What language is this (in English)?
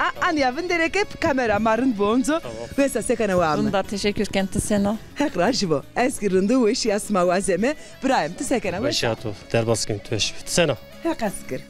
Zaza